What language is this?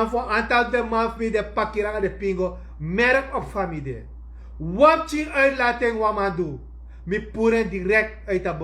Sranan Tongo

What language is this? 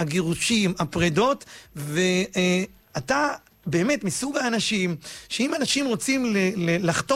Hebrew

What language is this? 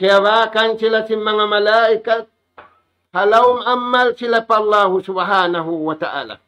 Tausug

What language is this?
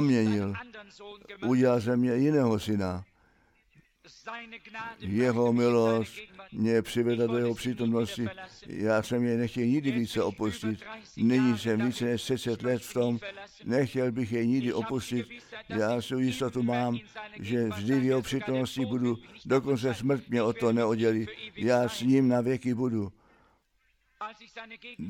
Czech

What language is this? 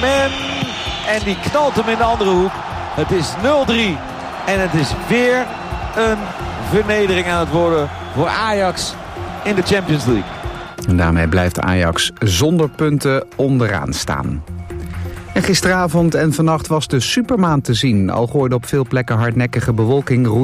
Dutch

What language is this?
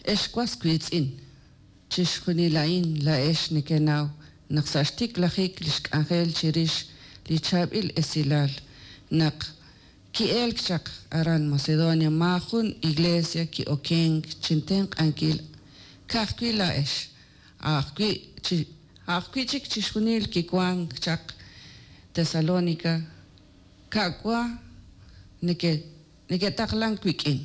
Kekchí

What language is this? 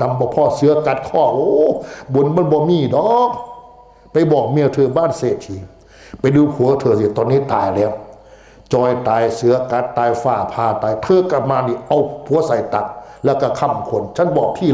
Northeastern Thai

